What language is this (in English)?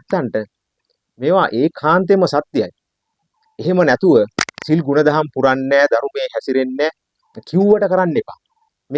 Sinhala